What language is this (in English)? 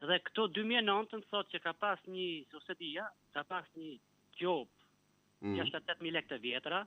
Albanian